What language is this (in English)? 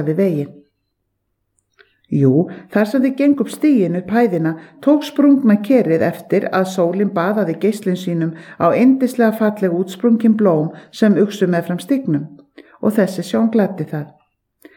Icelandic